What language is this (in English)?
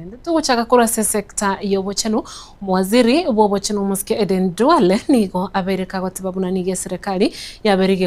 Gusii